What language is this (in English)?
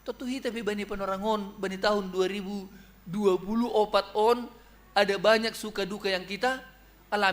Batak Simalungun